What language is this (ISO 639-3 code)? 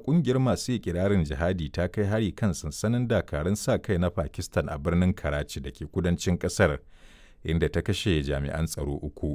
hau